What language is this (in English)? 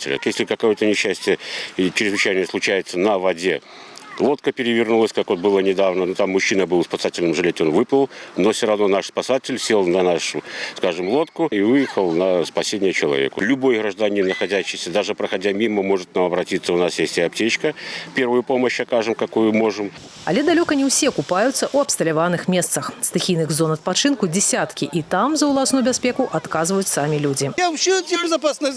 Belarusian